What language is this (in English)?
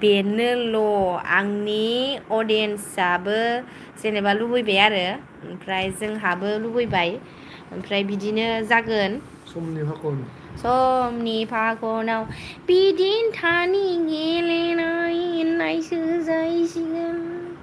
Bodo